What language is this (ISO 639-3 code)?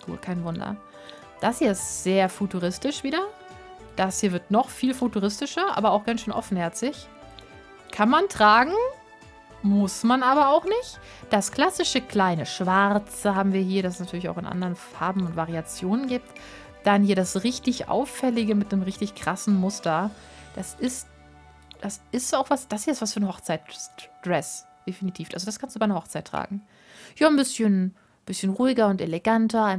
deu